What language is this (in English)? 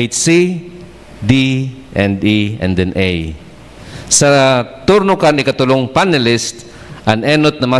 Bikol